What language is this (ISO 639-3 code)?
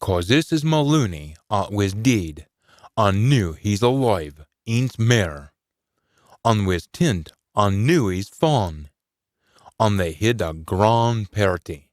sco